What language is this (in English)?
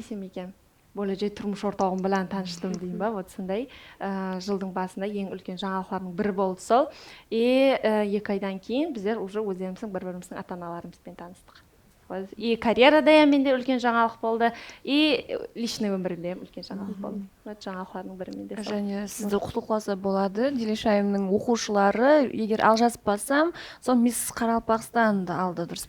Kara-Kalpak